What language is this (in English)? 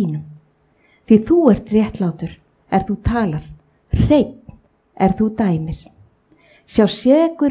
Icelandic